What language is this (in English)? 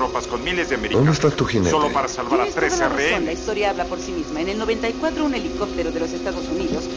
Spanish